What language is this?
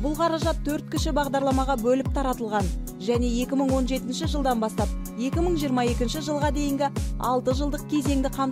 Kazakh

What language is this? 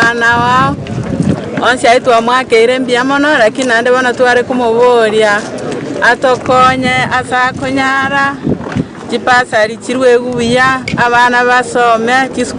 Gusii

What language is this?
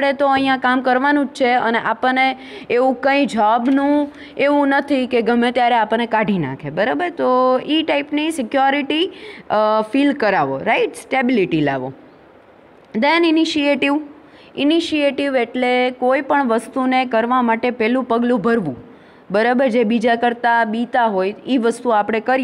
Gujarati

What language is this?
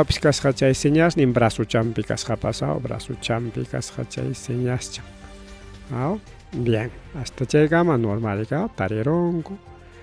Ayacucho Quechua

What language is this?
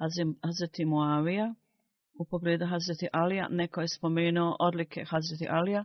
Bosnian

